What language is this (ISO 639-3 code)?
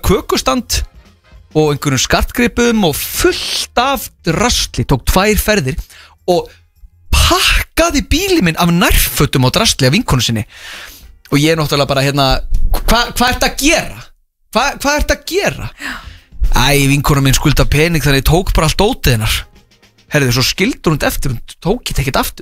isl